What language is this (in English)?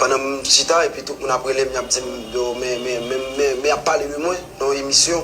Haitian Creole